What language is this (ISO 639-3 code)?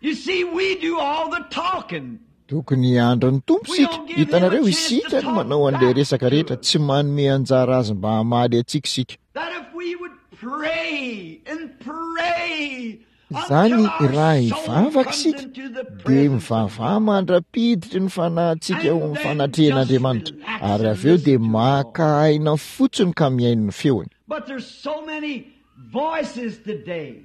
mlg